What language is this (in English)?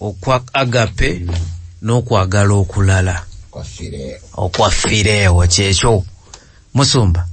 Ganda